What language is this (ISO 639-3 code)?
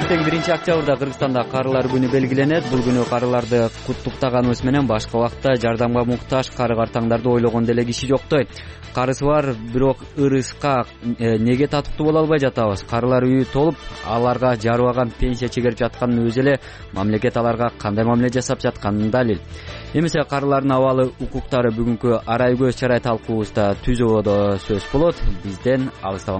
kir